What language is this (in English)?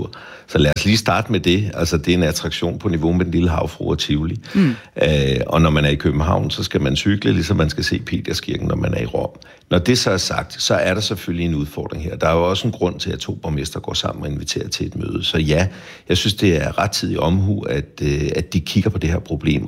Danish